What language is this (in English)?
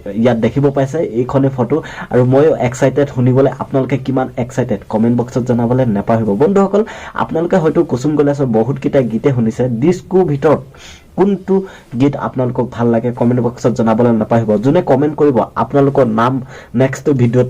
Assamese